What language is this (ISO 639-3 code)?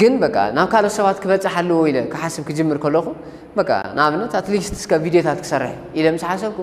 tir